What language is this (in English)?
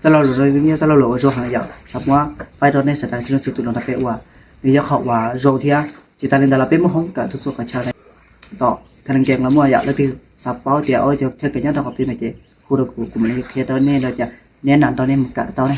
Hmong